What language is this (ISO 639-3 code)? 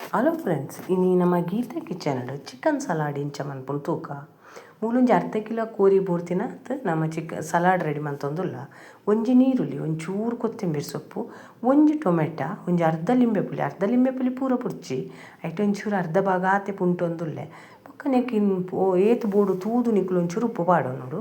tcy